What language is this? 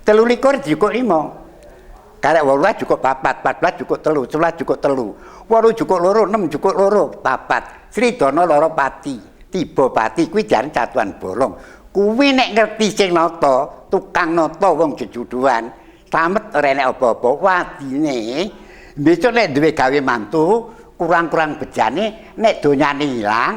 Javanese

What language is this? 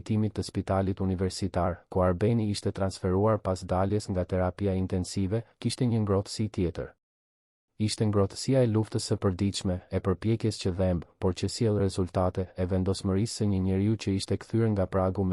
Albanian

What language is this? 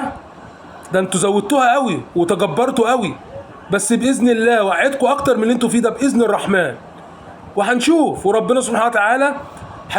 Egyptian Arabic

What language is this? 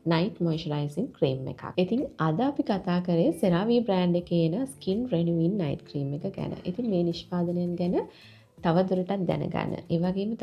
Sinhala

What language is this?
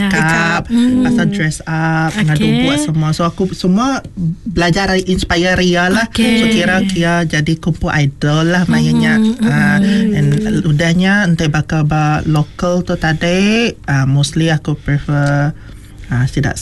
Malay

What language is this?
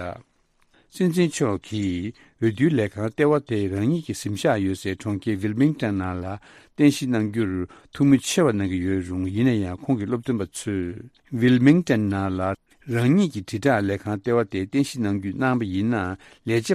Tibetan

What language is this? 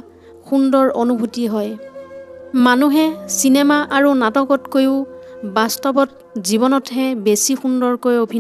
Assamese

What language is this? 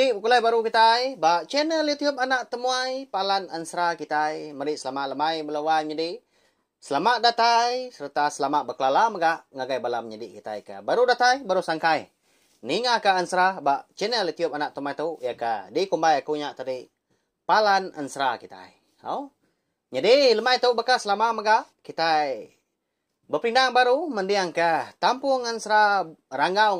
Iban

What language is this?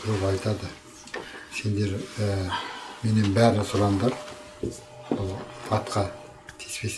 Kazakh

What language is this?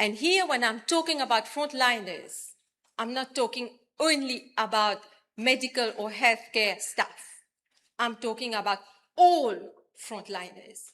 Morisyen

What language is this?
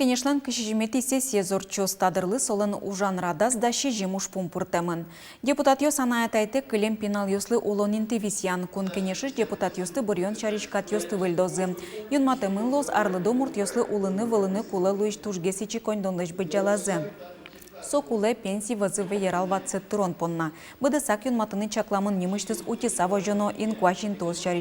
Udmurt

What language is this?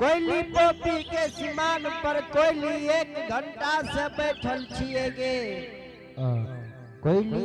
Angika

